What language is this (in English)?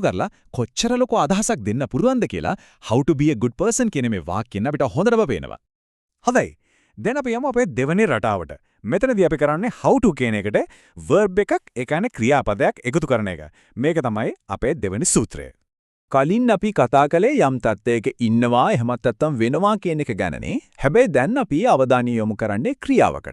Sinhala